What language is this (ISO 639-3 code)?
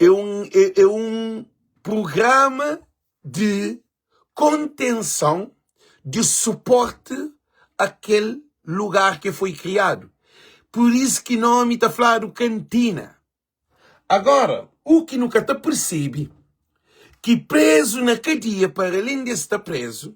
kea